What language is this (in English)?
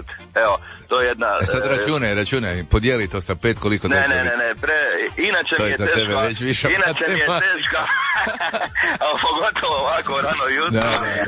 Croatian